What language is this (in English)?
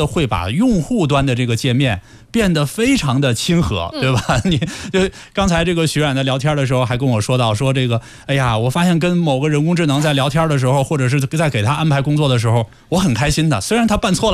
Chinese